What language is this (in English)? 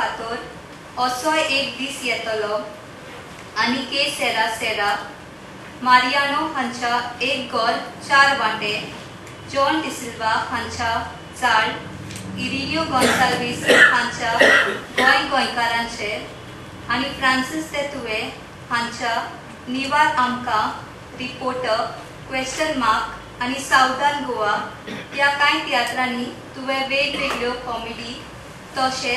Konkani